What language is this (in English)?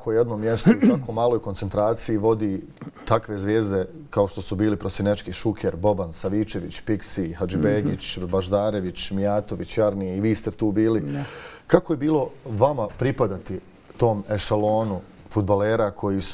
Bosnian